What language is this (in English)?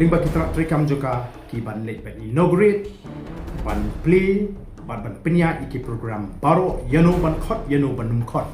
Khasi